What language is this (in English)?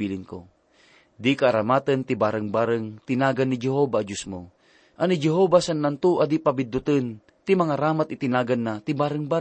Iloko